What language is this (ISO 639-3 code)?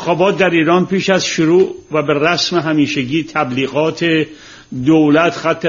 fas